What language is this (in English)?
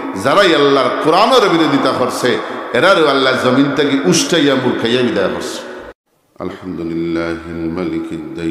Sylheti